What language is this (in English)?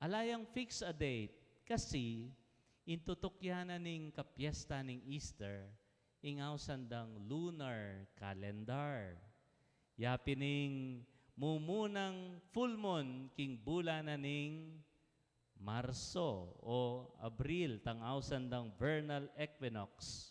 Pampanga